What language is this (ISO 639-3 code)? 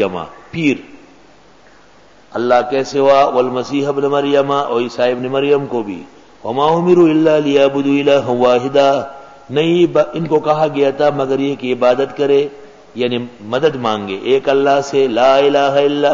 urd